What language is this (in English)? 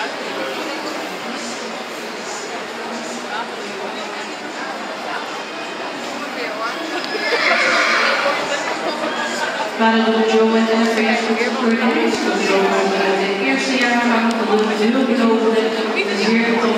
Dutch